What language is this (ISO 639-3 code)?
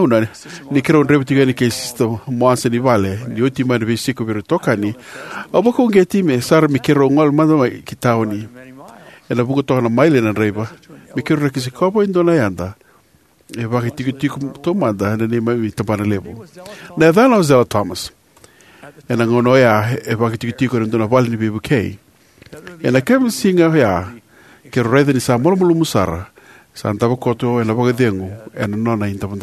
fij